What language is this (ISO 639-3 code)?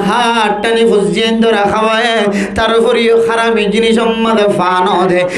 rhg